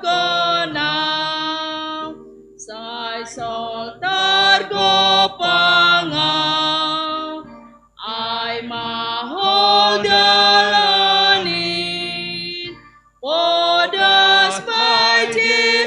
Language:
Batak Simalungun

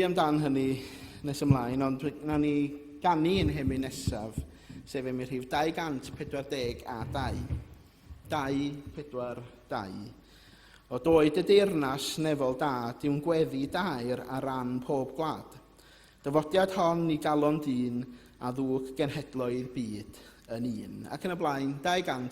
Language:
Welsh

